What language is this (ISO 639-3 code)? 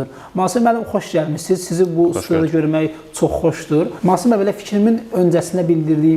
aze